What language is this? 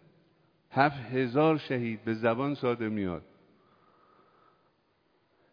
Persian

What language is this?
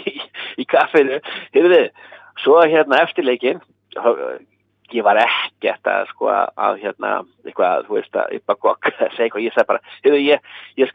Icelandic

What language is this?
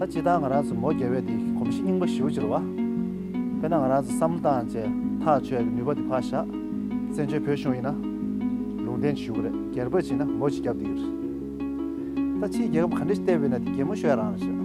Tibetan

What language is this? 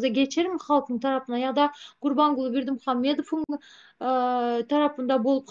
Turkmen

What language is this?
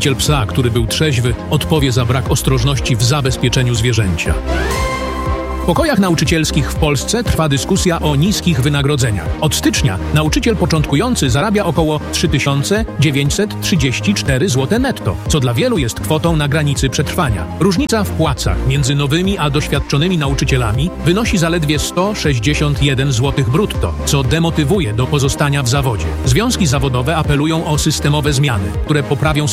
Polish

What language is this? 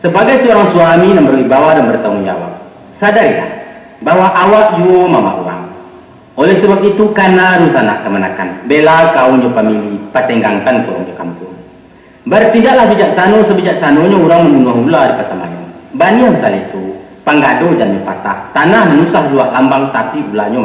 Minangkabau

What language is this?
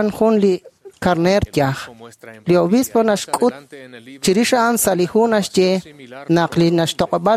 Kekchí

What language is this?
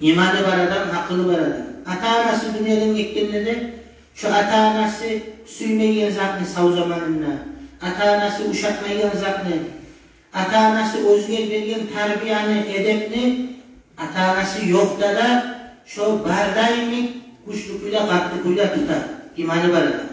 Kumyk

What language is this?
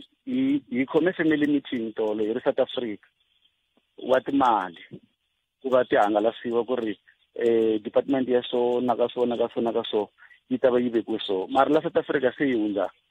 Tsonga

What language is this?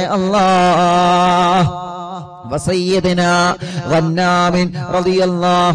Malayalam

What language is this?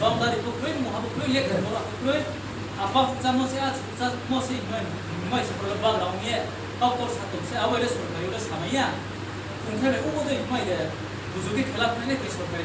Riang (India)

